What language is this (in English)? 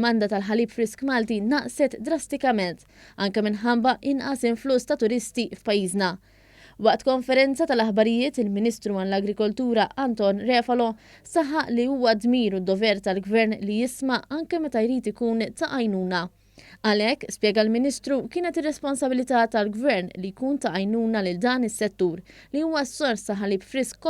Maltese